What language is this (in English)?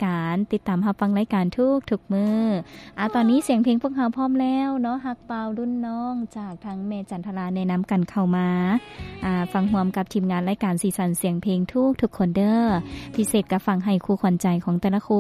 Lao